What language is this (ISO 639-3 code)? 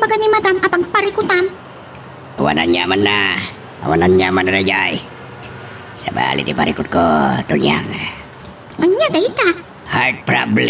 ilo